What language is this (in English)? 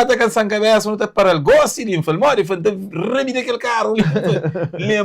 Kabuverdianu